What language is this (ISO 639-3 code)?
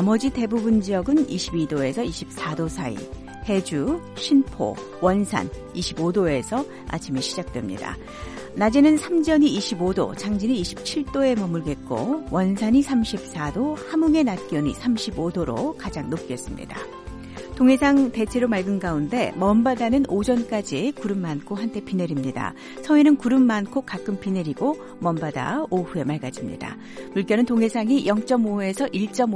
kor